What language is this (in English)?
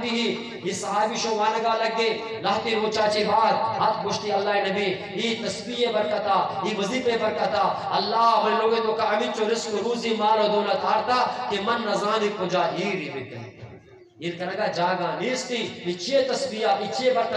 Eastern Balochi